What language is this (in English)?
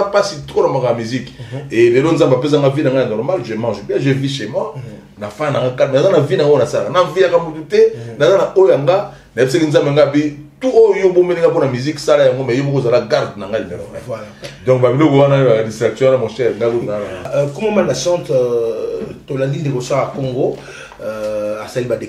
Lingala